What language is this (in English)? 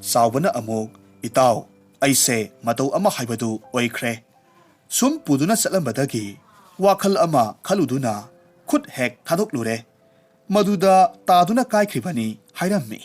Manipuri